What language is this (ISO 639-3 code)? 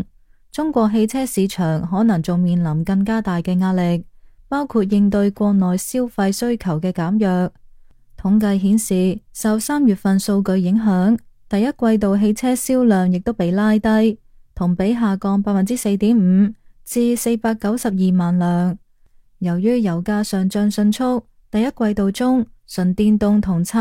yue